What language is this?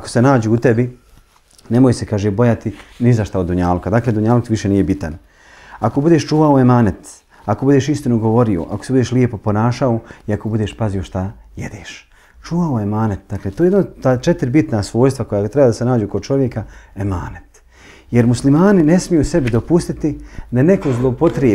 Bosnian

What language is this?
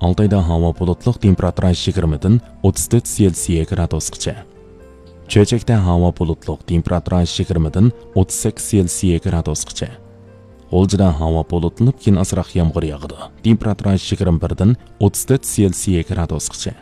Uyghur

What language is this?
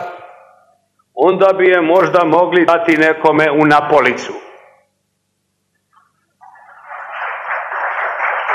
Serbian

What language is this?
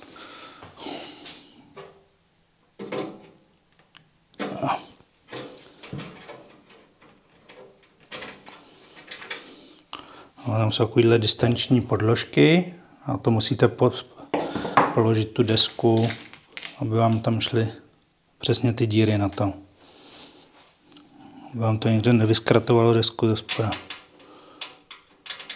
Czech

